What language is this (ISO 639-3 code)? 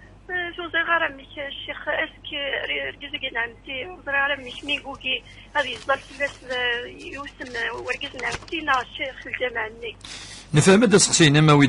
kab